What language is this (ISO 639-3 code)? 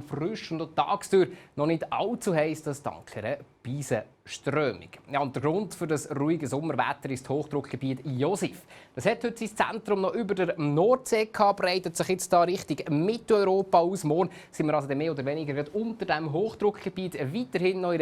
gsw